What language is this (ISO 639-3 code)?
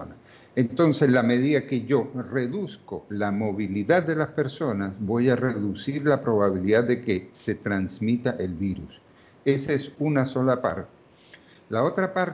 spa